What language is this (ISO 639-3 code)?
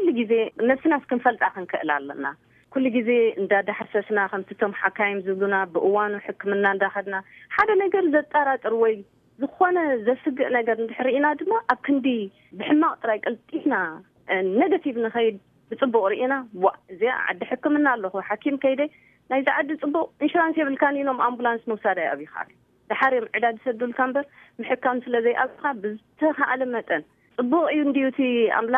tir